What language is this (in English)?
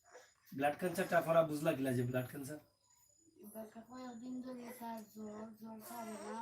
Sylheti